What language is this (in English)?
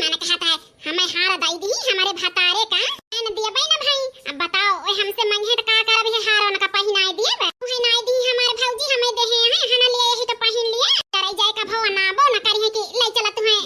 Awadhi